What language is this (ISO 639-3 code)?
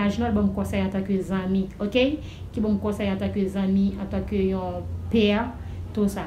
hat